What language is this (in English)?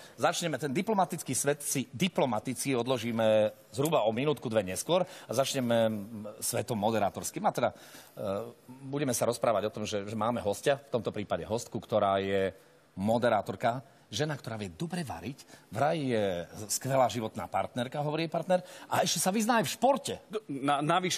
Slovak